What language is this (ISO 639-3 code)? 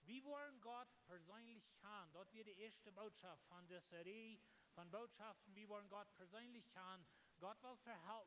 pdt